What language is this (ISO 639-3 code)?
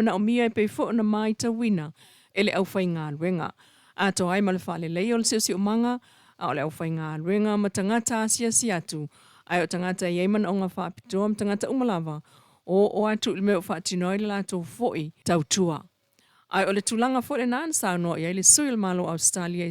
smo